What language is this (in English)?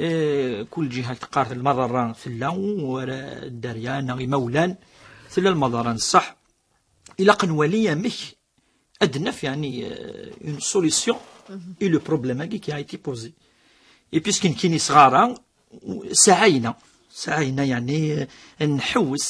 Kabyle